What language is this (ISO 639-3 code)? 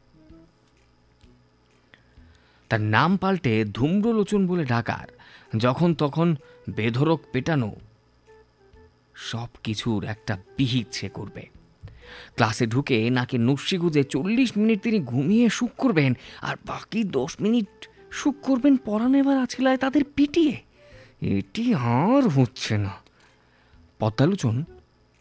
ben